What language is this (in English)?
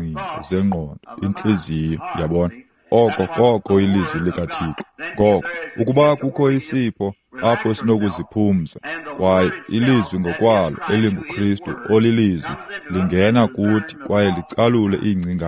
Xhosa